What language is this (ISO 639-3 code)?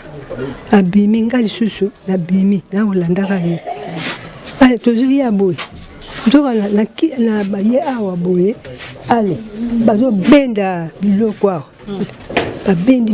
lin